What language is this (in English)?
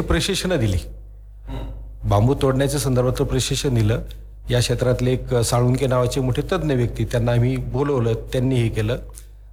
Marathi